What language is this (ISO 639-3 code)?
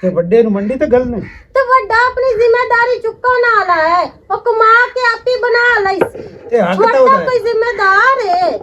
lah